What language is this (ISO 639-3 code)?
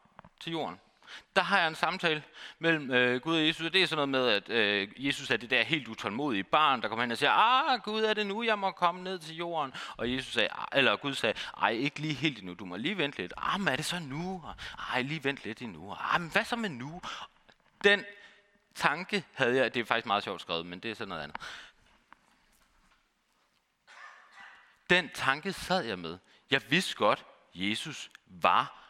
dan